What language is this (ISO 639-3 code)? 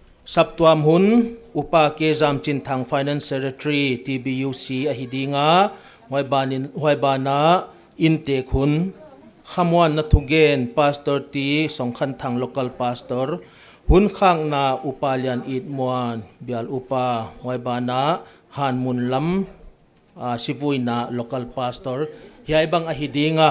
pck